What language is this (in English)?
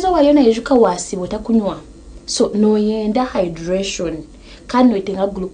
Nyankole